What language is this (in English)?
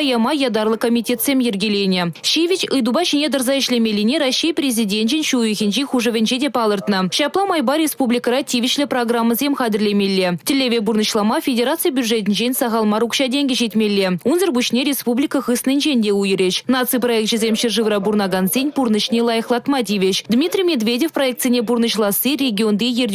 Chuvash